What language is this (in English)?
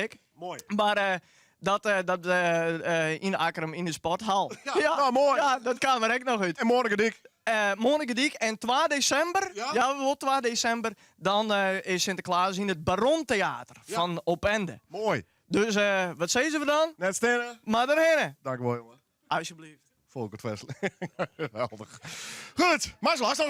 Western Frisian